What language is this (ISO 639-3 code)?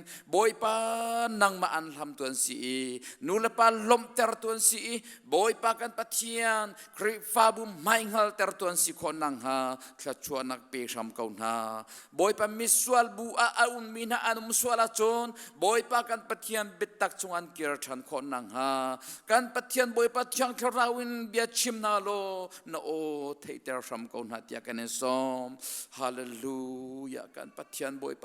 cnh